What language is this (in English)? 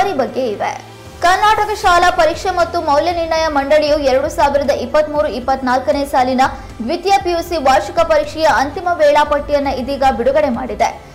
Kannada